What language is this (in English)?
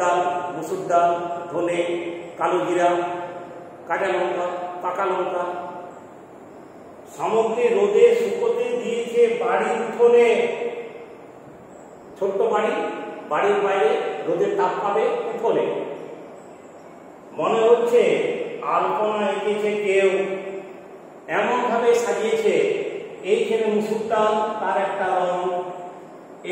Bangla